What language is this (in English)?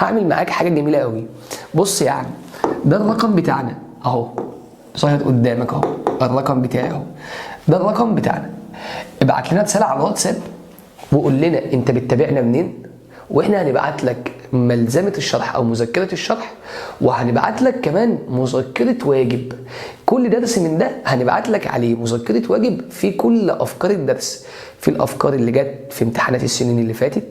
Egyptian Arabic